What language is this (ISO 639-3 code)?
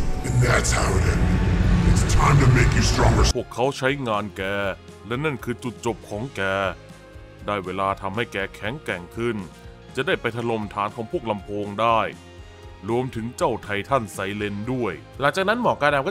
tha